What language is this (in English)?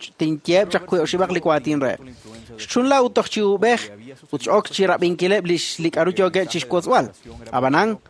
Kekchí